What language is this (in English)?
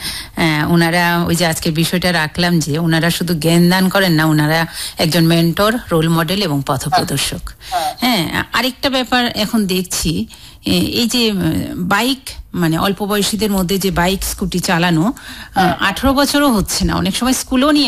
Bangla